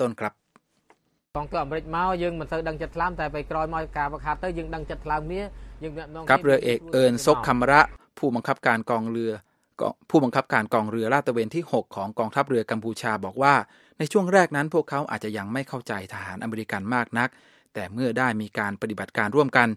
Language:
Thai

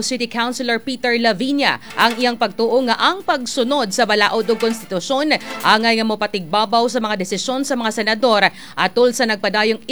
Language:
Cebuano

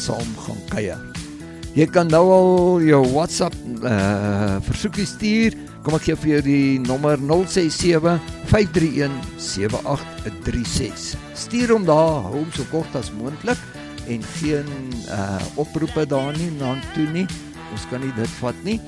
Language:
Afrikaans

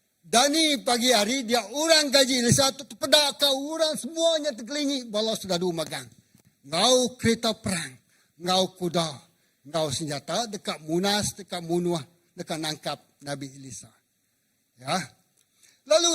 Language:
Iban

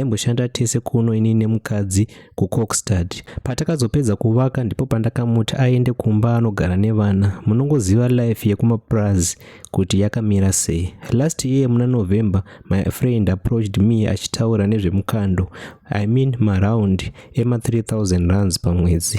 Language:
Shona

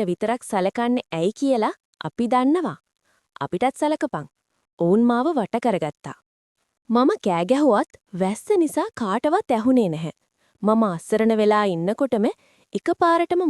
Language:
Sinhala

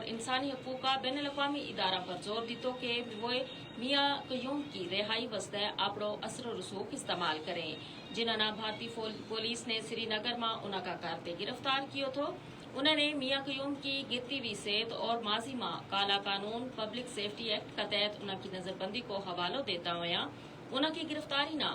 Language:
Gujari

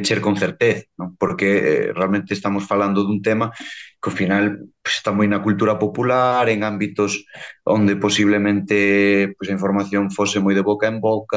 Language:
Galician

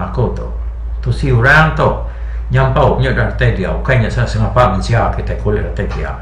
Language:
Iban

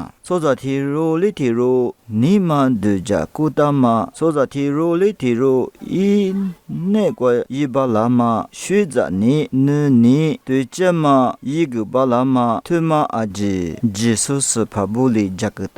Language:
Lisu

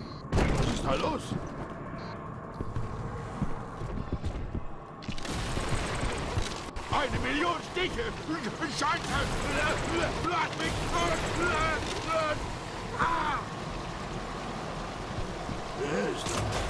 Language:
German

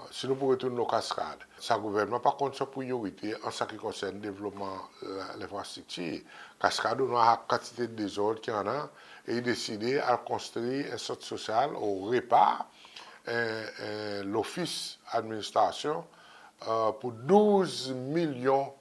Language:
Seselwa Creole French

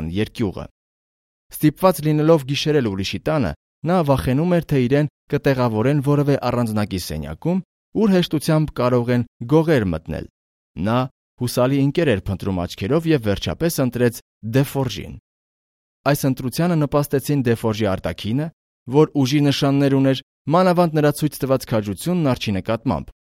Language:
Armenian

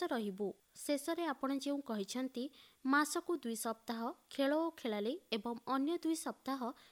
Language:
Odia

